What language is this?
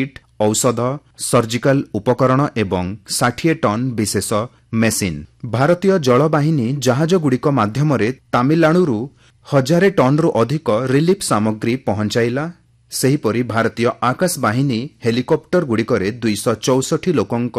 Odia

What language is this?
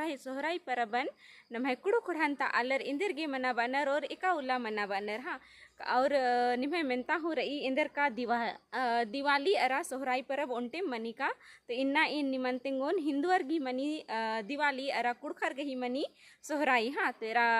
Kurukh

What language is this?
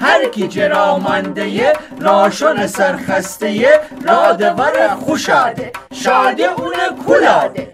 Gilaki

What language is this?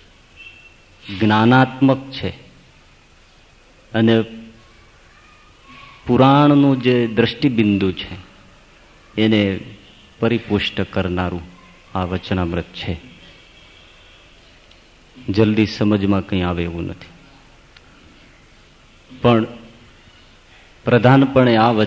Gujarati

